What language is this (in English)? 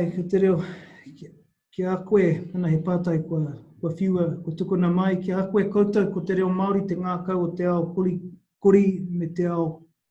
Māori